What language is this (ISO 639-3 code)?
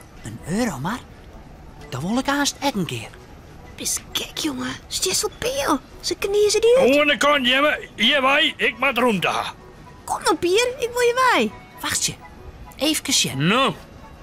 fry